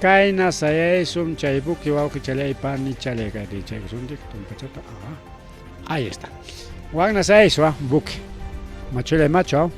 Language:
Ayacucho Quechua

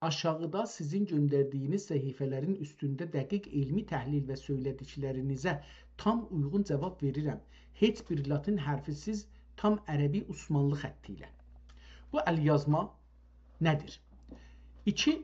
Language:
South Azerbaijani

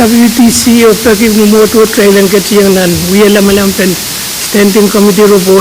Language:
Pohnpeian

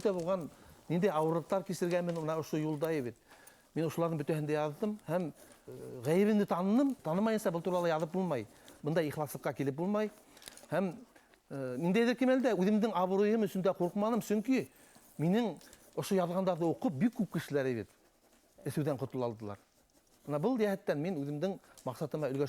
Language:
Bashkir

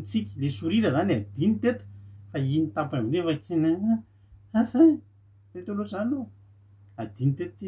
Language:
Malagasy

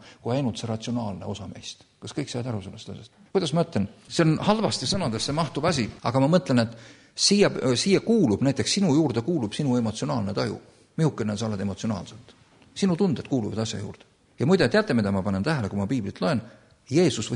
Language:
Estonian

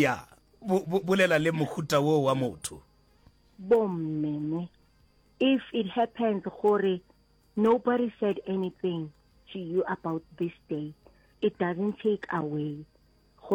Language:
Northern Sotho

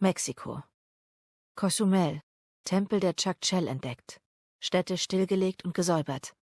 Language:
Swiss German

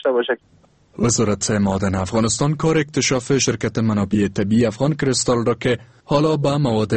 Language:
Persian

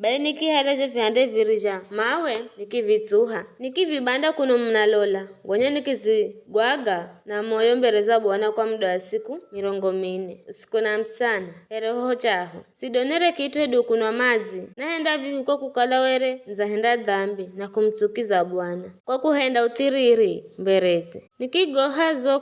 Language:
Giryama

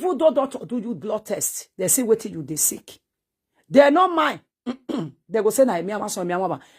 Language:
Nigerian Pidgin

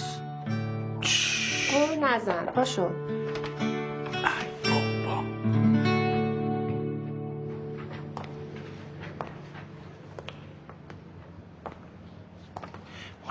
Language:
Persian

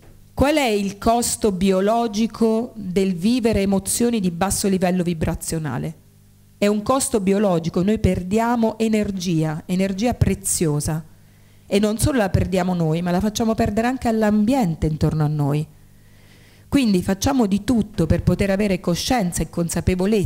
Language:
Italian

